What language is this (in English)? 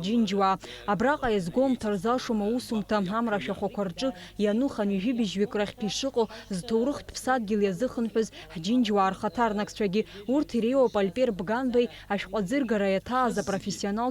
Abkhazian